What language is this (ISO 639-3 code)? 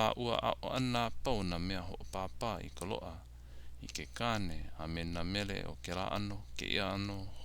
haw